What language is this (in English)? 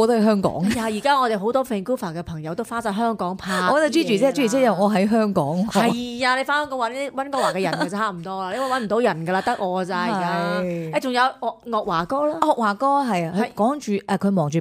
Cantonese